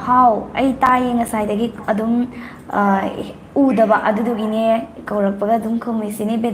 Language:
Manipuri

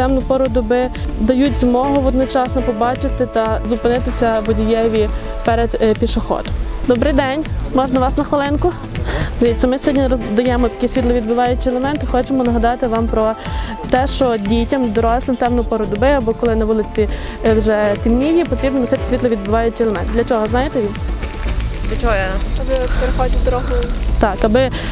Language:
Ukrainian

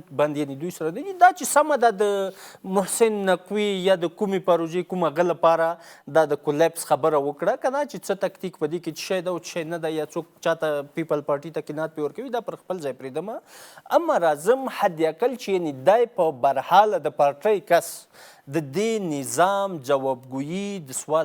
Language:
Pashto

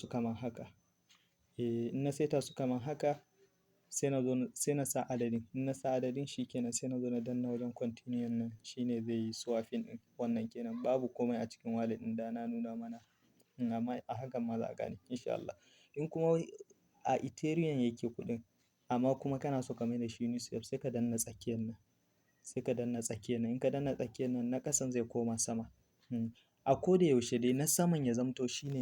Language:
Hausa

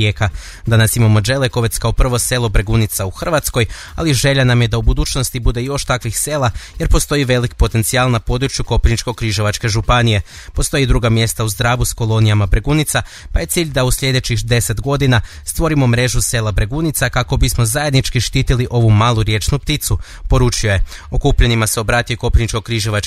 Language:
Croatian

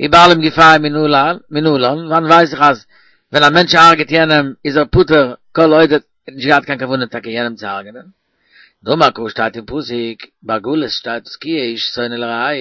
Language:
Yiddish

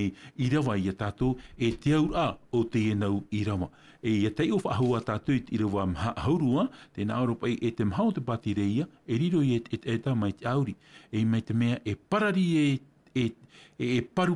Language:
Tahitian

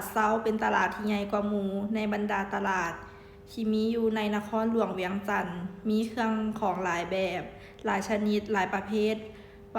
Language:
Lao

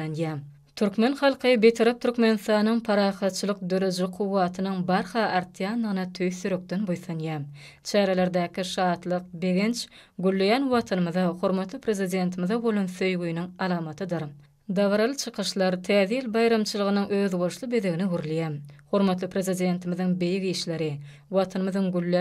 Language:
Turkmen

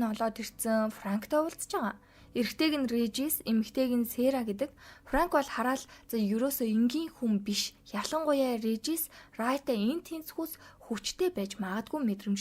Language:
Mongolian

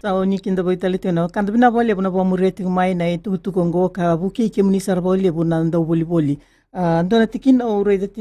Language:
Fijian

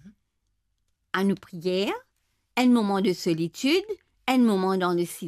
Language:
Morisyen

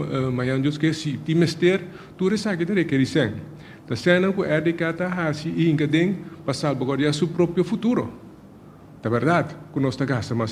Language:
Papiamento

